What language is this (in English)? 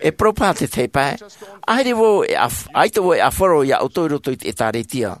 Tahitian